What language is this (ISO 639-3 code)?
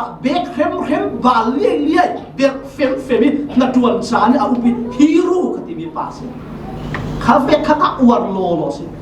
cfm